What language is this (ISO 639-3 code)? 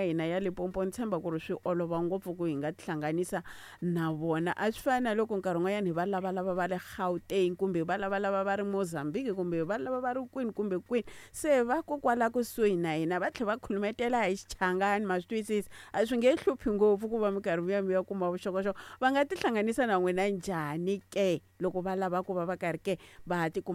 tso